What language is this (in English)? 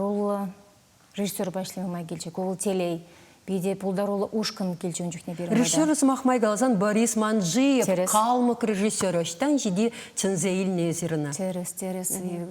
Chuvash